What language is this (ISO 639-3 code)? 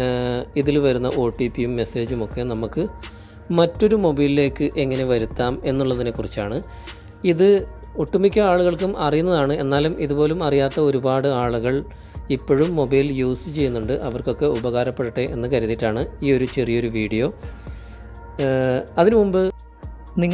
mal